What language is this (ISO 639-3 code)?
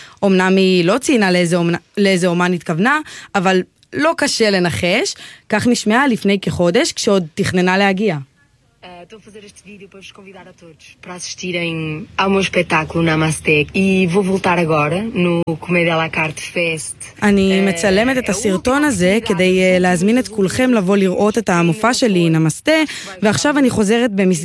heb